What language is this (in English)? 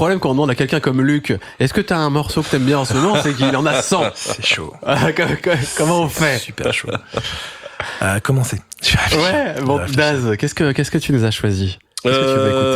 French